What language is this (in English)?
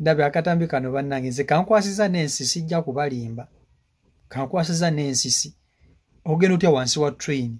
Ganda